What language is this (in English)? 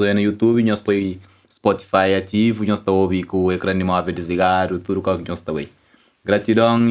Kabuverdianu